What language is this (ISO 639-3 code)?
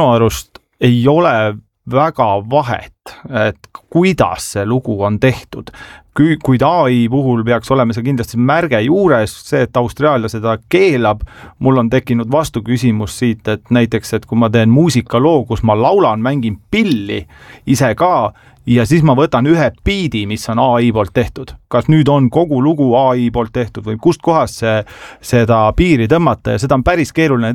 est